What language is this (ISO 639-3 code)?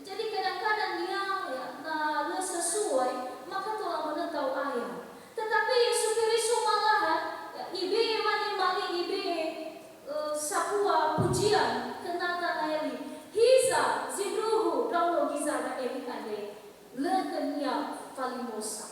nia